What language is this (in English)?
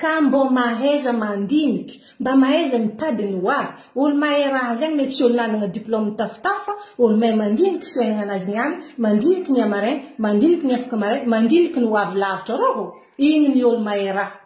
Malagasy